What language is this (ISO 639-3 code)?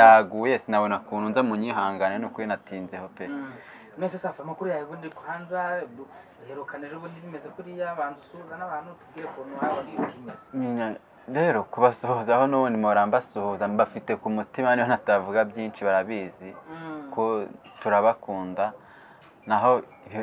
kin